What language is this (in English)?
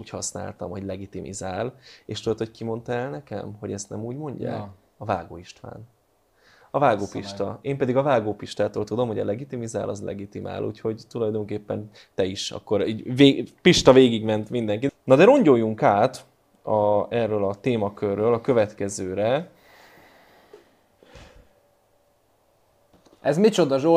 Hungarian